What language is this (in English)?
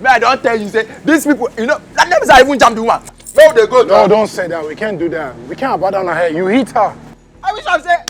Nigerian Pidgin